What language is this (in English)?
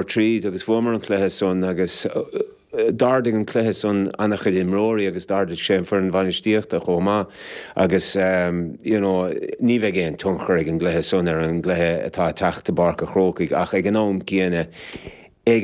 Irish